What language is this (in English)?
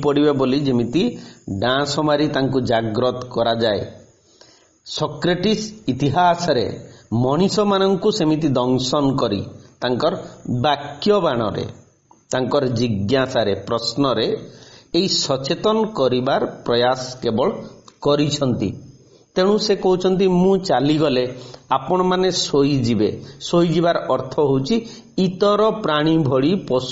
Odia